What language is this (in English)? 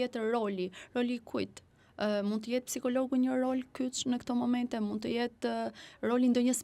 Albanian